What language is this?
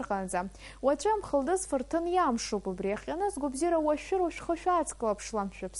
Abkhazian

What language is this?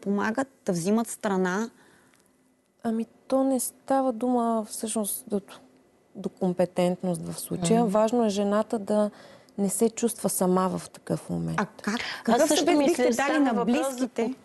Bulgarian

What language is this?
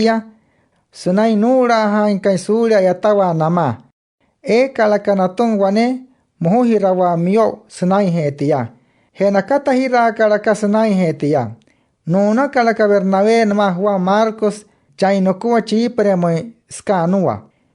Wayuu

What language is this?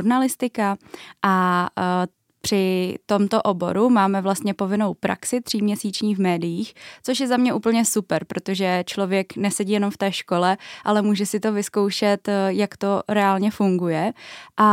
Czech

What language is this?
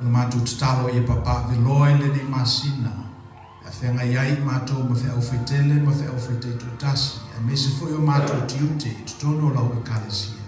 Samoan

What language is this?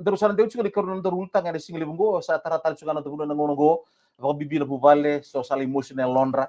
Fijian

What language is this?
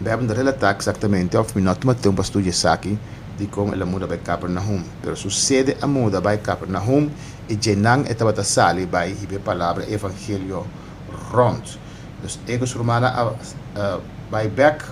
Papiamento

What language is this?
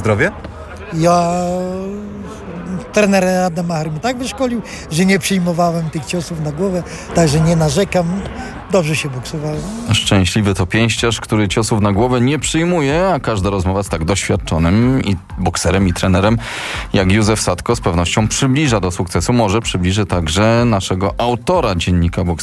Polish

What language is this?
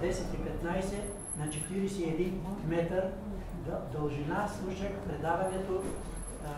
Bulgarian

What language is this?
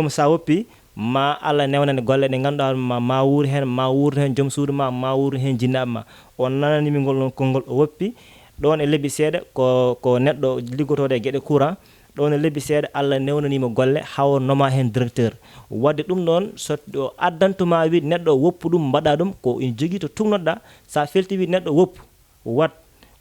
Fula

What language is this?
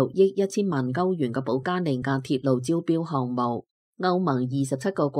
Cantonese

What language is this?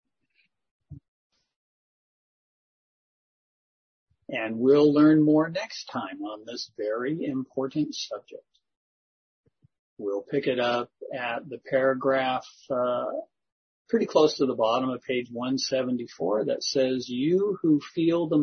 English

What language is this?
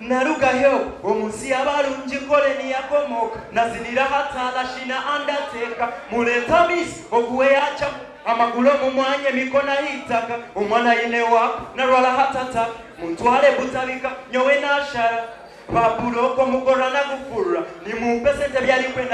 Nyankole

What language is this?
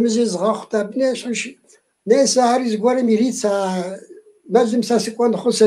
Kabardian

